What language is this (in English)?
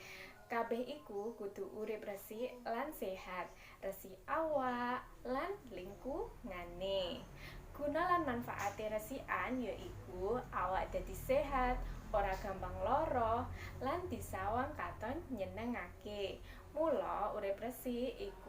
Javanese